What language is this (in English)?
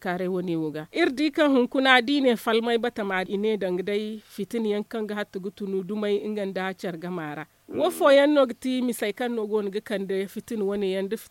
Zarma